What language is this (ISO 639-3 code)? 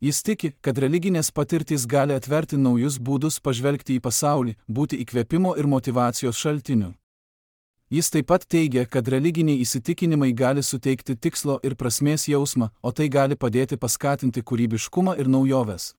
lit